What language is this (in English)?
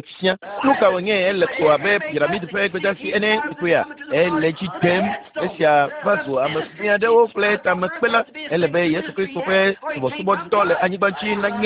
Ewe